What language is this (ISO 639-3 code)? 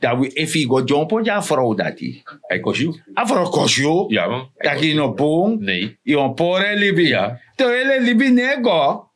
srn